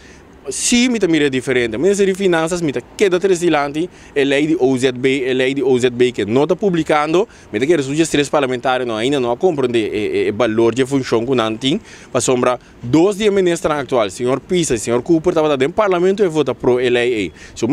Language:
Papiamento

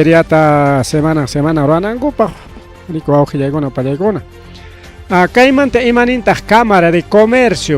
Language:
Ayacucho Quechua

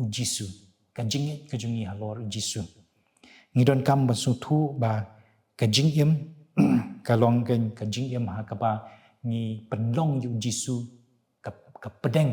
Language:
Khasi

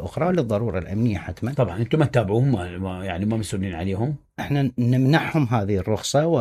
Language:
Mesopotamian Arabic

